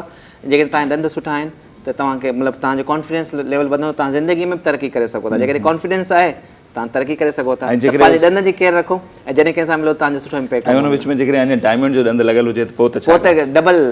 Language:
Sindhi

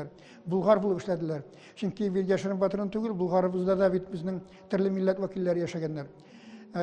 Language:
Tatar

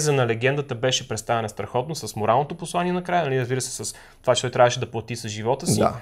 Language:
Bulgarian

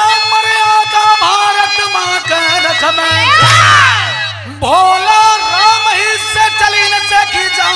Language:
Bhojpuri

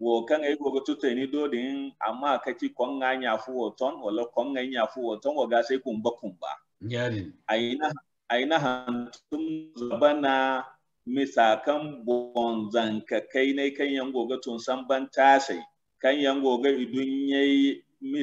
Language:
Zarma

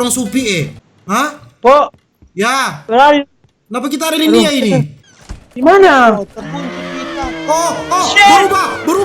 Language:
Manado Malay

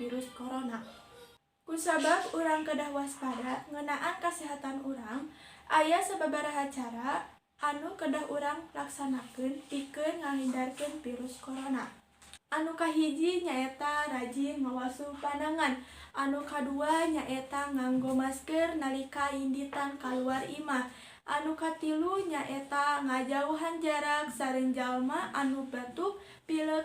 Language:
Sundanese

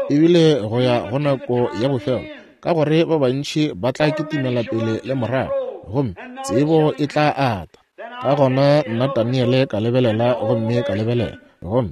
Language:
Northern Sotho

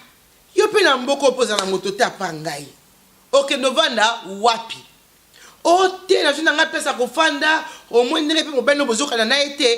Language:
Lingala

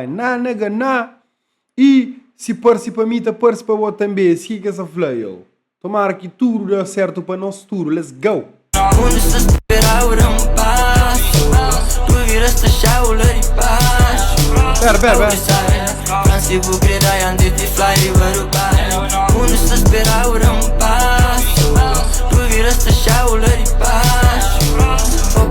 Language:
Kabuverdianu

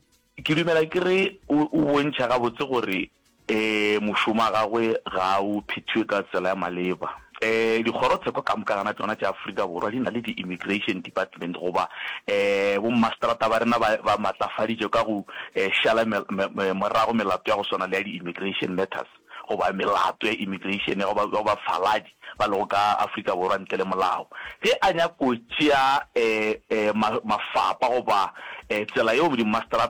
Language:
Northern Sotho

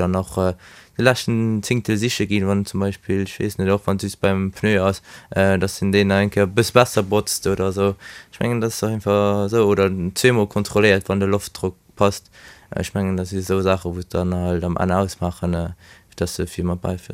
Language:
Luxembourgish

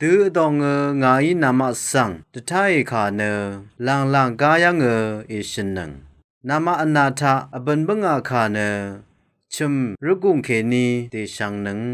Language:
Rawang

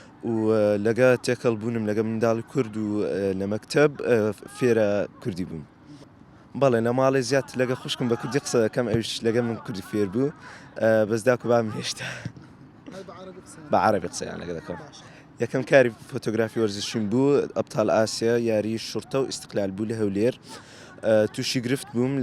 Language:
Central Kurdish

